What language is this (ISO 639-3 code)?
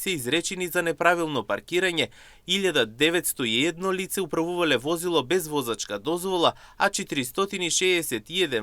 mkd